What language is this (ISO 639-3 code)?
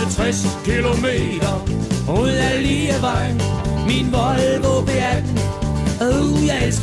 dan